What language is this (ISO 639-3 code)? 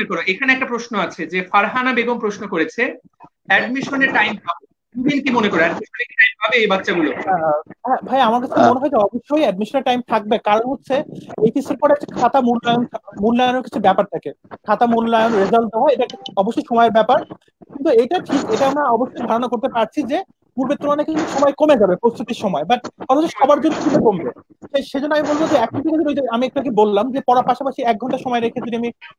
ben